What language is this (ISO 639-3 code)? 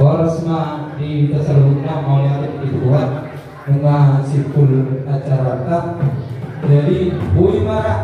bbc